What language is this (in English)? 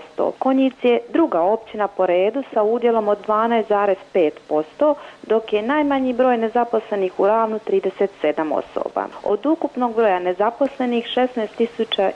Croatian